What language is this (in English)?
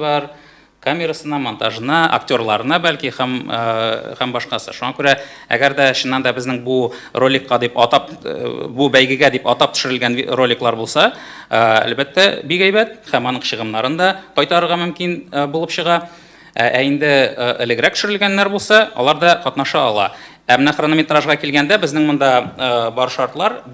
Tatar